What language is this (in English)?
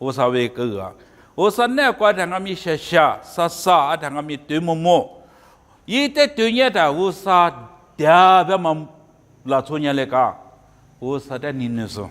Lisu